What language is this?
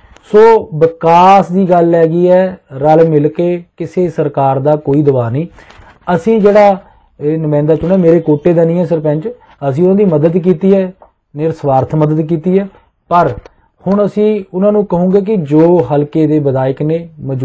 Punjabi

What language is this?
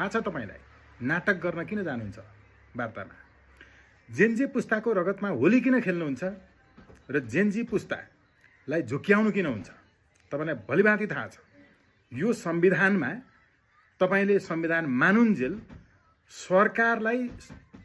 Nepali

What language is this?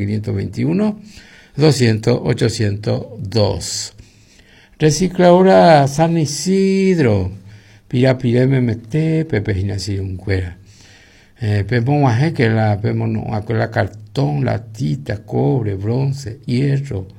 Guarani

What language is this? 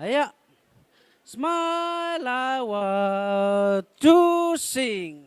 Gilbertese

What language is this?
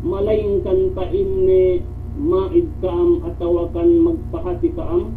Yakan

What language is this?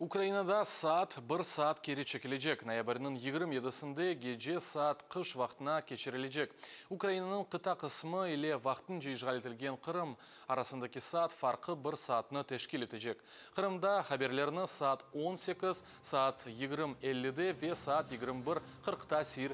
Crimean Tatar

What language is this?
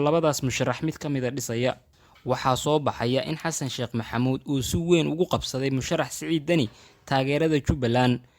Somali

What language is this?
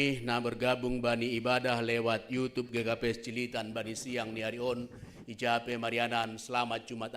Batak Simalungun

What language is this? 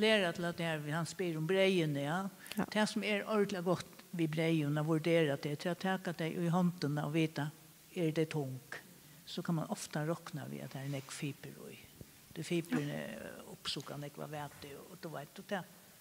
Faroese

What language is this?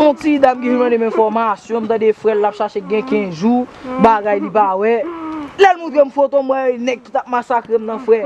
Haitian Creole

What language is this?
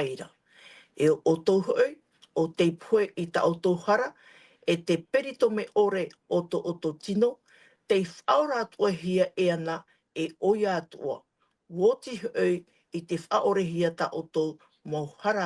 Tahitian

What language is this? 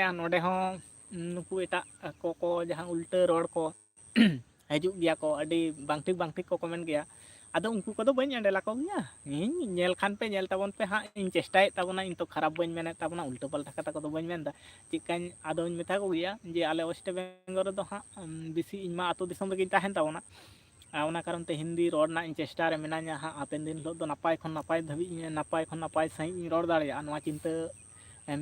Santali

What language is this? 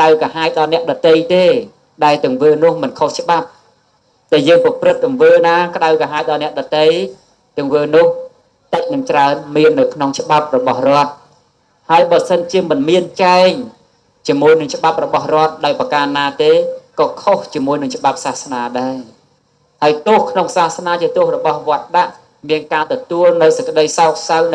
Khmer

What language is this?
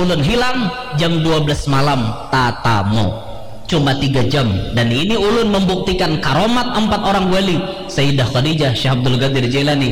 Banjar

